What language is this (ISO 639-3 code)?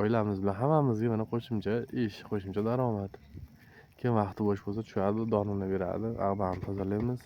uzb